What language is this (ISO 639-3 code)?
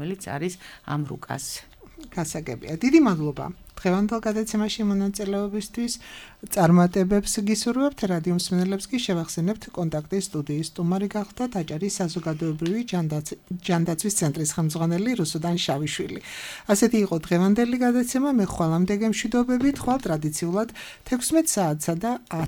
kat